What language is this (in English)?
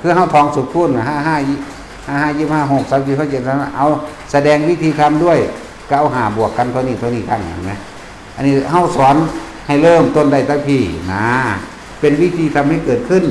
Northeastern Thai